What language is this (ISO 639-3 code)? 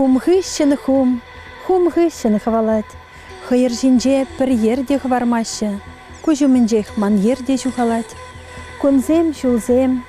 chv